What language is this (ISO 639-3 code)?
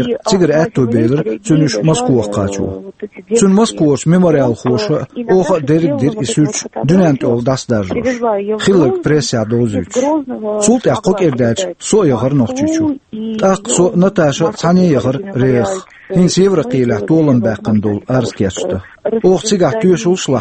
che